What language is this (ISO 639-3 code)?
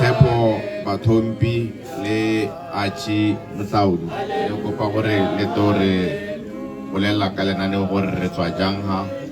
tsn